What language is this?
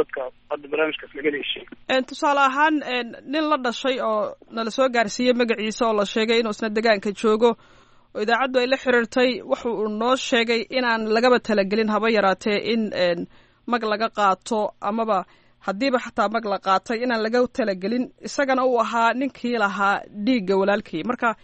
Somali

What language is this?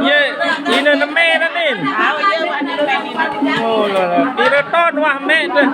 Sasak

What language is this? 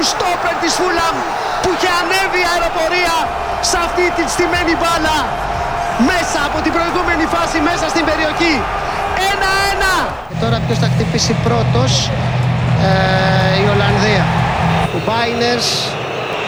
Greek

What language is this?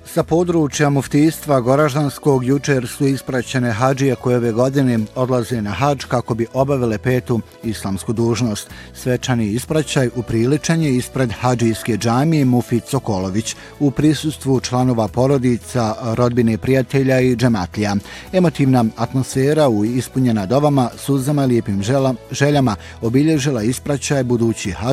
Bosnian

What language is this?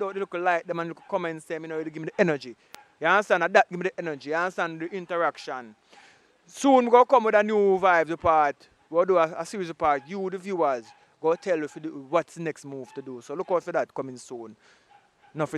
Jamaican Creole English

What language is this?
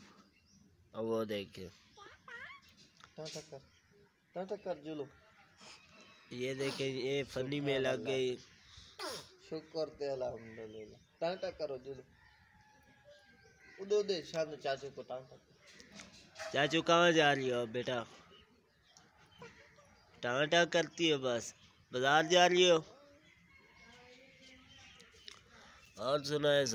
Hindi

